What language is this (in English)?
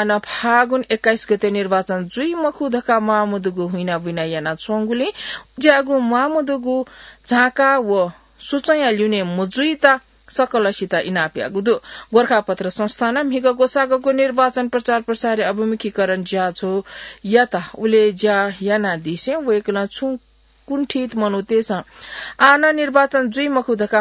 Newari